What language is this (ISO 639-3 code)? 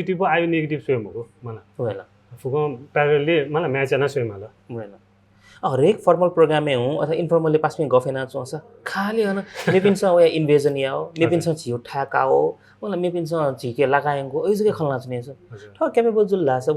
new